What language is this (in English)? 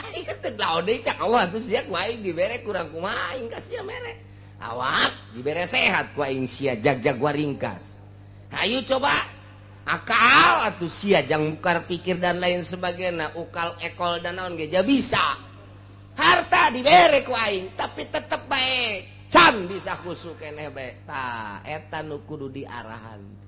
Sundanese